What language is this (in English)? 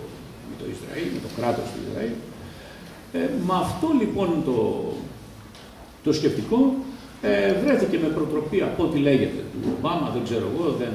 Greek